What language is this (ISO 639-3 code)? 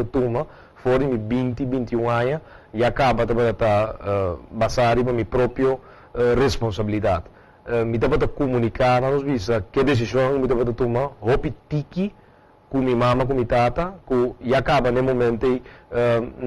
pap